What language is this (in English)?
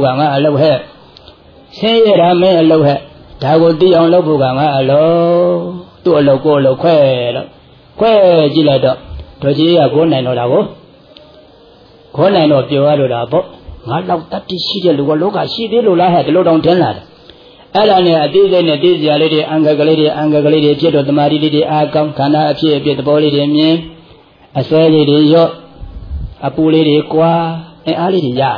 Burmese